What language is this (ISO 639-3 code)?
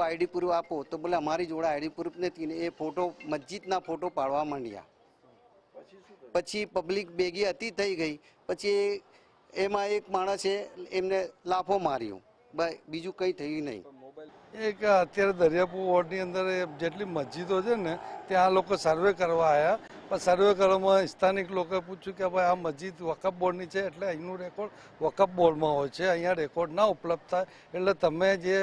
guj